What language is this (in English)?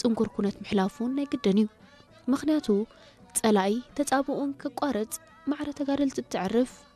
Tigrinya